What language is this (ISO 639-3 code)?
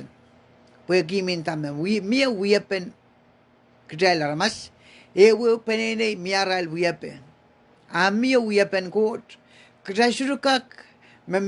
pon